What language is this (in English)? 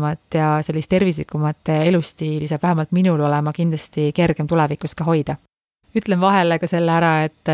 Estonian